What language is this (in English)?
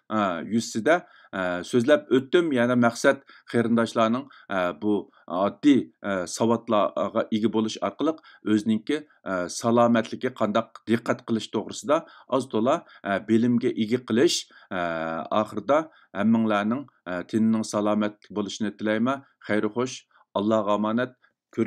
Uyghur